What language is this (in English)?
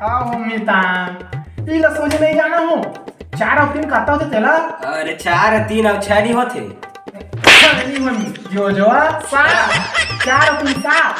Chhattisgarhi